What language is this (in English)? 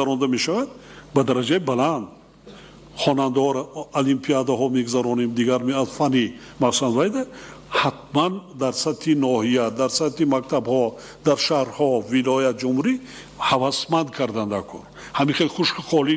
Tajik